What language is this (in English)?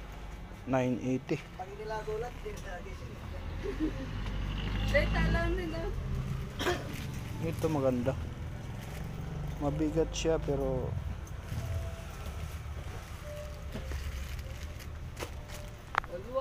Filipino